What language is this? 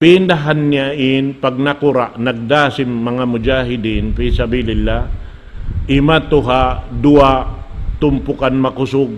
Tausug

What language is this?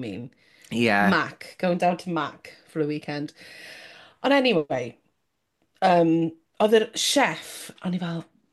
Welsh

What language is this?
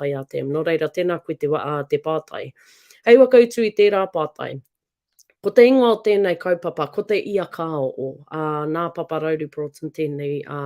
Māori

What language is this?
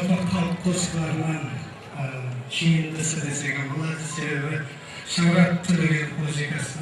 Kara-Kalpak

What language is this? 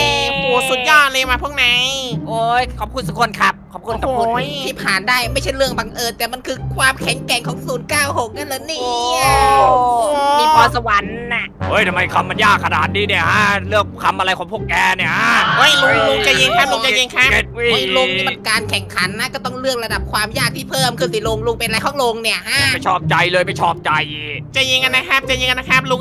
Thai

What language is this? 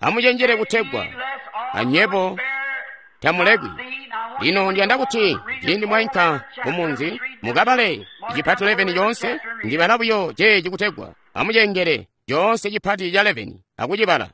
Tonga (Zambia)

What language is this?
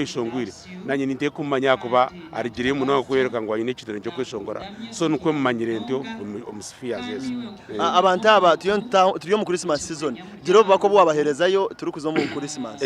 Nyankole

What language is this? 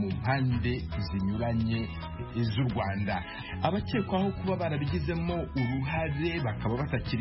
Kinyarwanda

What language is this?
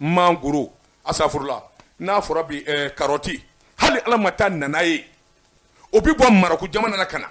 Bambara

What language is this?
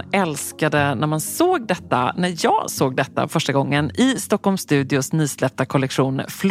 Swedish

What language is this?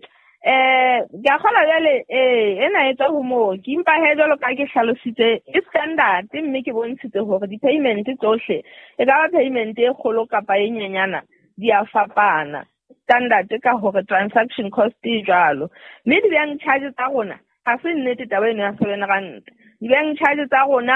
Southern Sotho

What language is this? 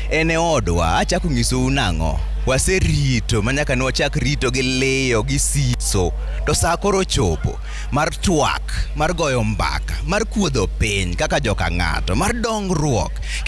Luo (Kenya and Tanzania)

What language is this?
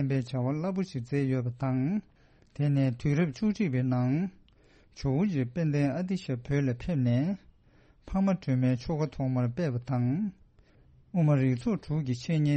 Tibetan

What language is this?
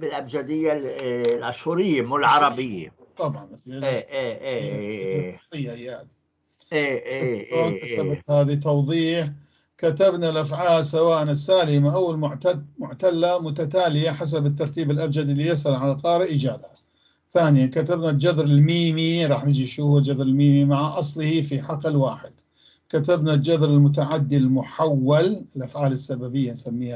North Levantine Arabic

